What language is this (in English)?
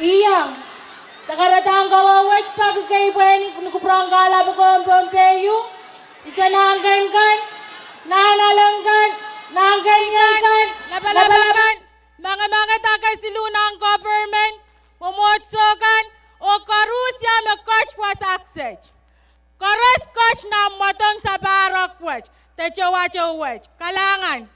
Pohnpeian